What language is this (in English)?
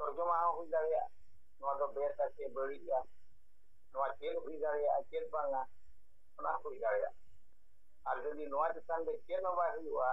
Santali